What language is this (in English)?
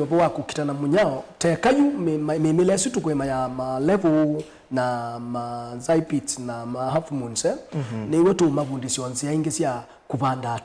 Kamba